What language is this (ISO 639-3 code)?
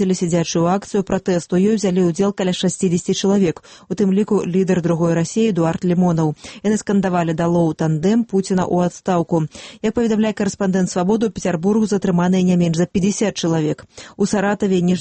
bel